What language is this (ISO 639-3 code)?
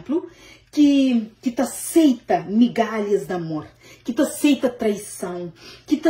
kea